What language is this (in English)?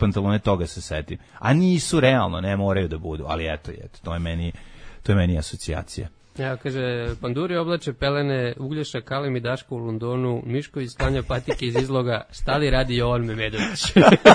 Serbian